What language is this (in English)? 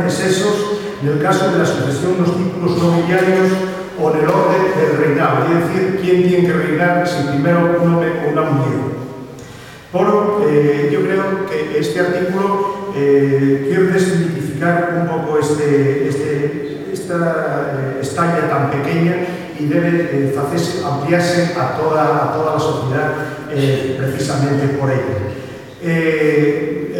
Asturian